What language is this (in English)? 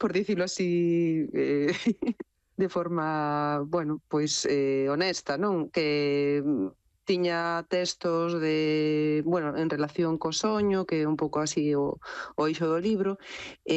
Galician